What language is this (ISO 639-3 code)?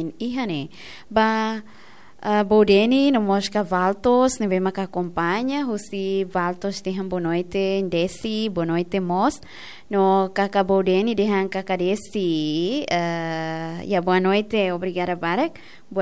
tet